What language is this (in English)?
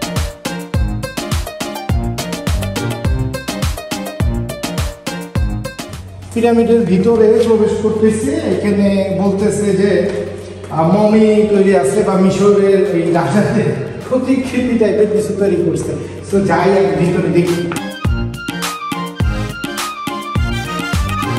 Bangla